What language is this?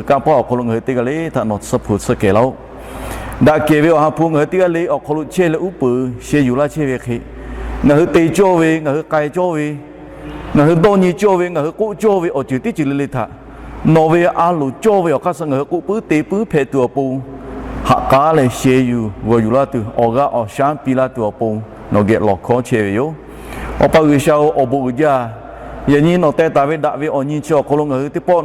Lahu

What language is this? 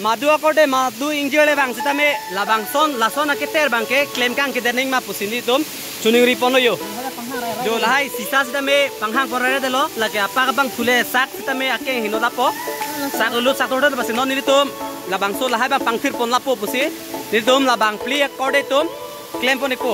Karbi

